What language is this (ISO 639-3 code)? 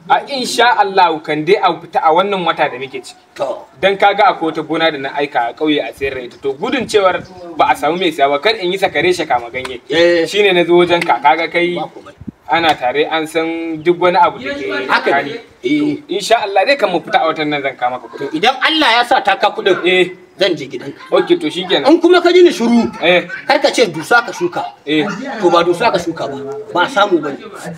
hau